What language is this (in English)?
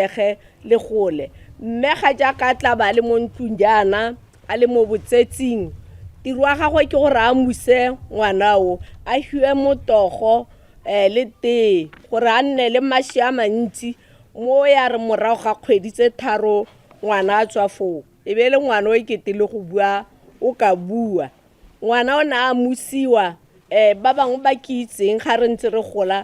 Tswana